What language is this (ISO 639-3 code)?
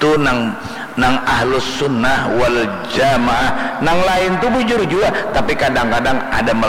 bjn